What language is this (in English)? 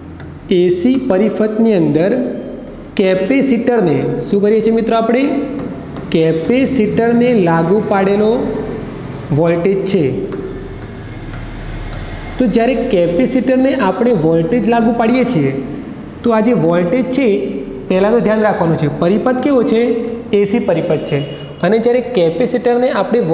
Gujarati